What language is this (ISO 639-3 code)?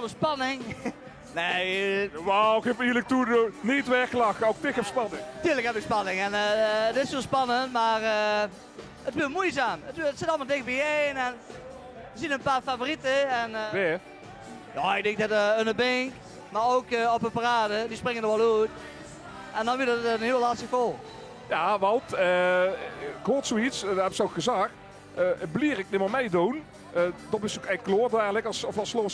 lim